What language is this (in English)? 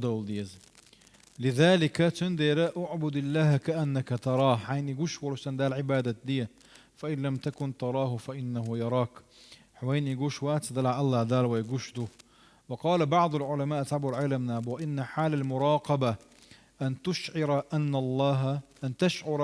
Chechen